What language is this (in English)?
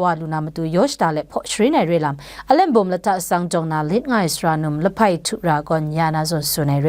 Kachin